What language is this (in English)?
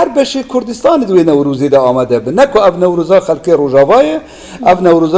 Kurdish